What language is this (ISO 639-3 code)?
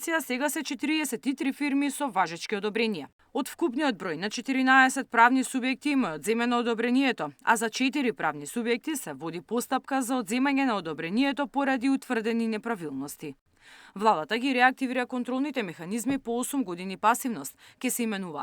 mkd